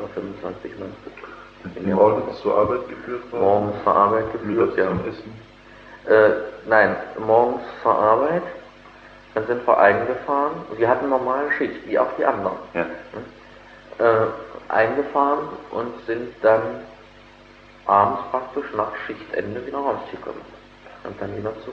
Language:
German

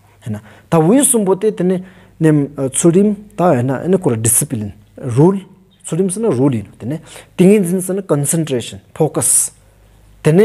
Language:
Stod Bhoti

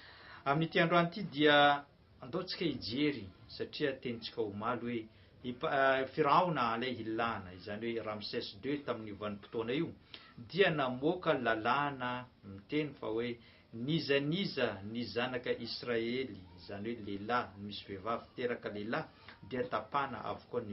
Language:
Malagasy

